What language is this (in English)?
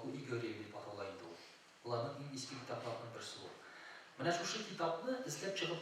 Tatar